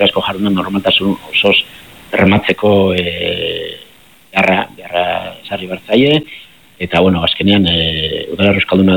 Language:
Basque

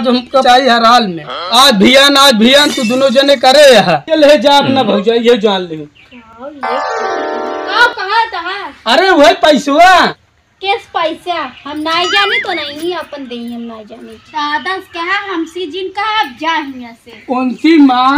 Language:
Awadhi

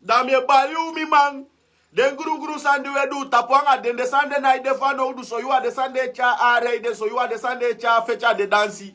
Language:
Sranan Tongo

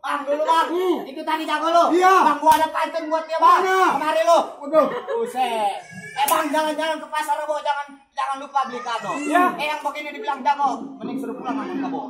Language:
Betawi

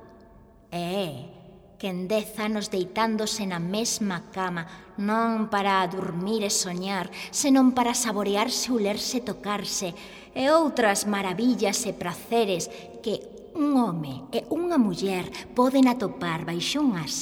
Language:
Galician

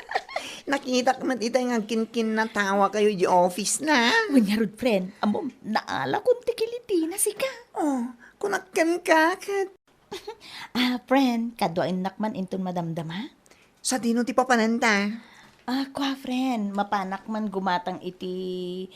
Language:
Iloko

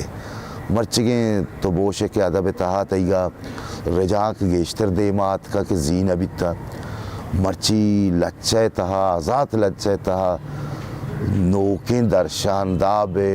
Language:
Baluchi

